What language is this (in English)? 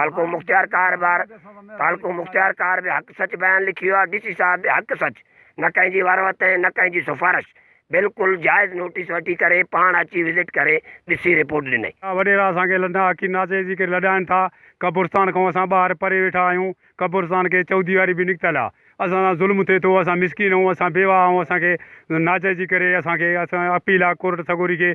Sindhi